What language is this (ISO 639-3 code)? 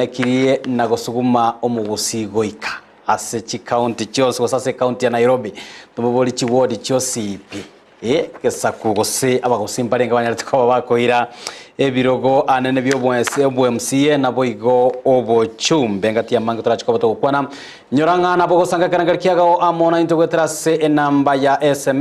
guz